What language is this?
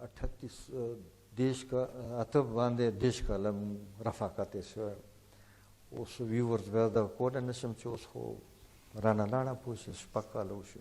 Pashto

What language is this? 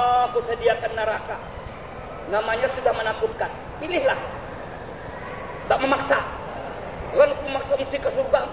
Indonesian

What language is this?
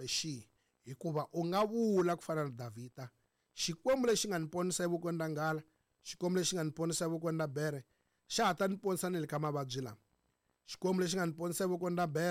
Tsonga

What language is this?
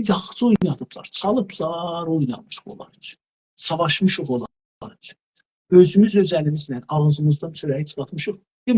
South Azerbaijani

